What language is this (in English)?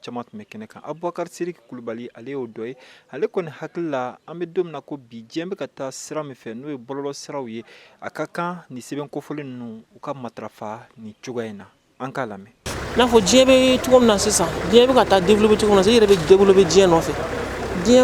Bambara